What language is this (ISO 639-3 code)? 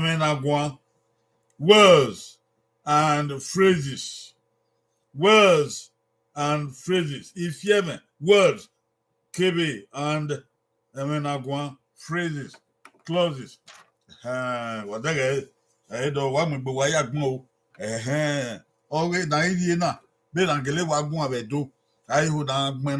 bin